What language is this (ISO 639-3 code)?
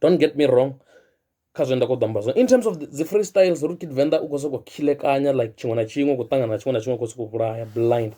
ven